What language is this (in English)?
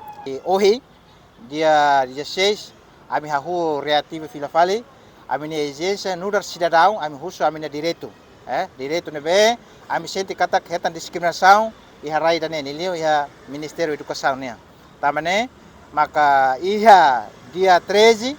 Tetum